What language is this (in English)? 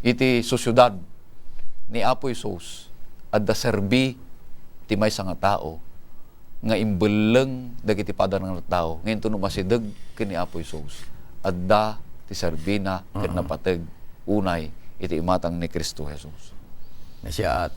Iloko